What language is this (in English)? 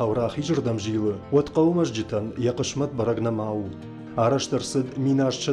Ossetic